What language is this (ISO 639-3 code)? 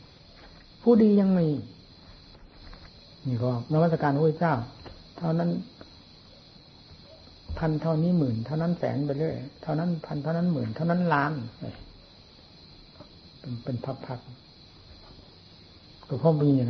tha